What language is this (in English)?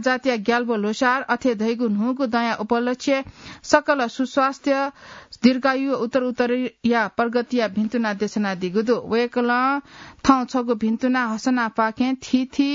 Newari